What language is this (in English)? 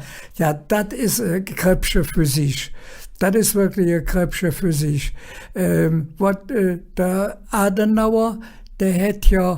Colognian